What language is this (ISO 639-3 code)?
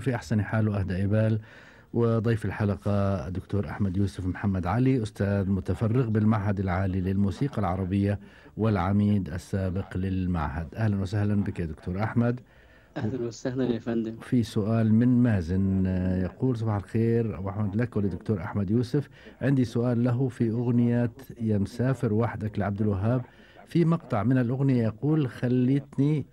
afb